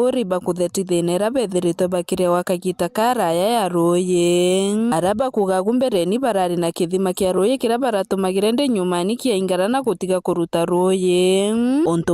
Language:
Meru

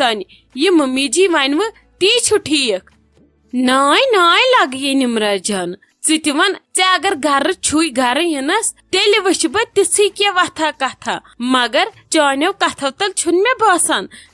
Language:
Kashmiri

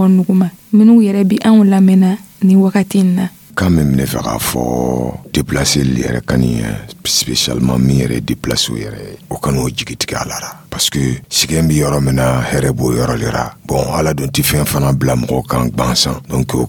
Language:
Dyula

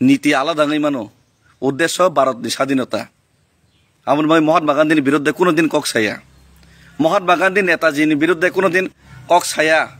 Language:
Kok Borok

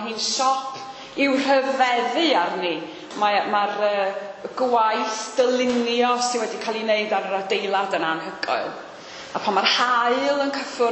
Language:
Welsh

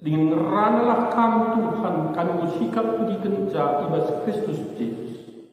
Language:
Batak Karo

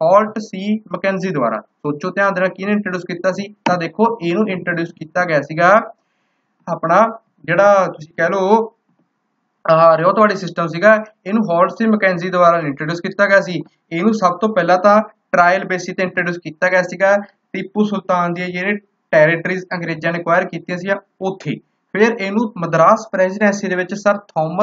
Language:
Punjabi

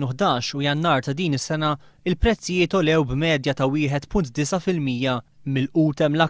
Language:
Maltese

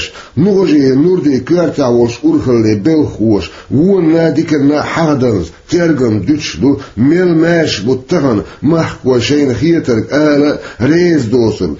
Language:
Chechen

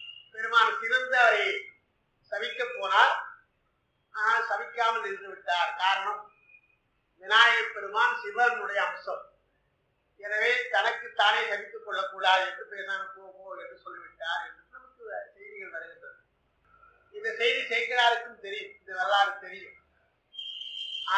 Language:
Tamil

